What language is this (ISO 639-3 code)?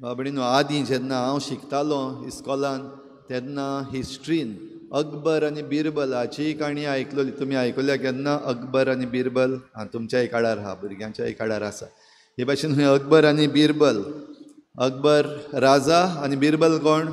kok